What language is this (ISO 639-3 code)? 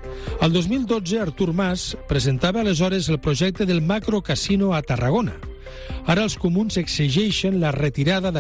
cat